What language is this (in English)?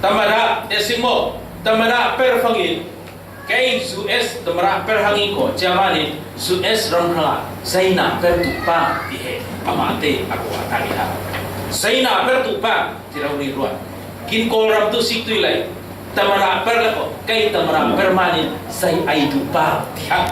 Falam Chin